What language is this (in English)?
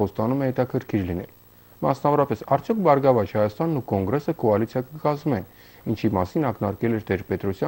Armenian